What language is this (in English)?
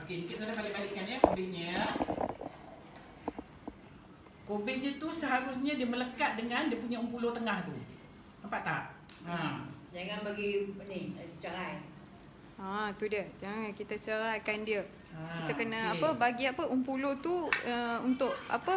Malay